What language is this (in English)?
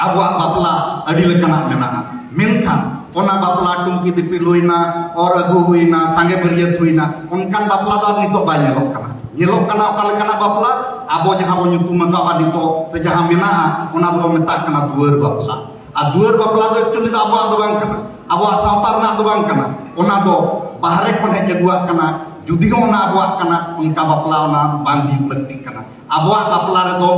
Santali